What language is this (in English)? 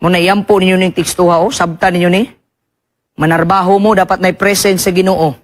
Cebuano